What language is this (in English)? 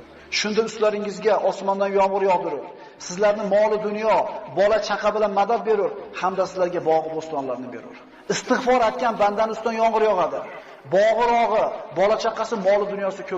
Uzbek